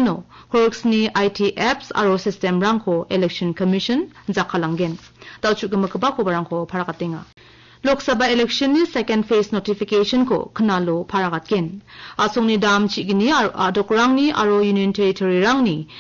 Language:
Garo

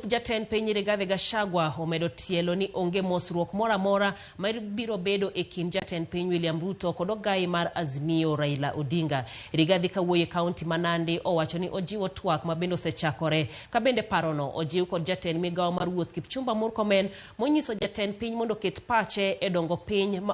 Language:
Luo (Kenya and Tanzania)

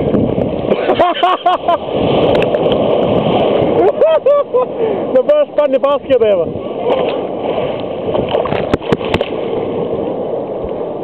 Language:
Bulgarian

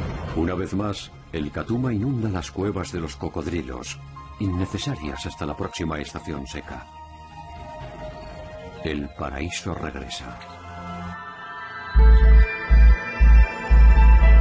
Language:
Spanish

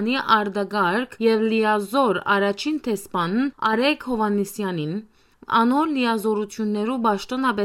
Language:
Western Armenian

